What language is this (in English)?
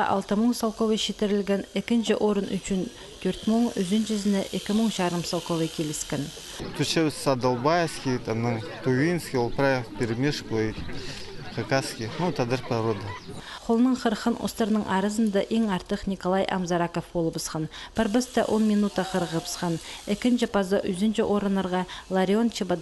Khakas